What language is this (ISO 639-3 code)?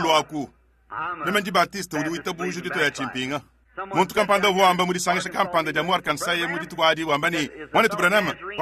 lua